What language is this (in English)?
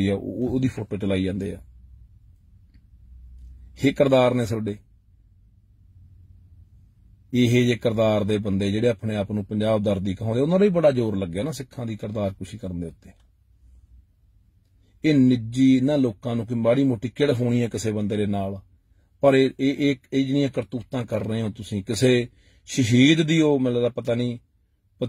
Punjabi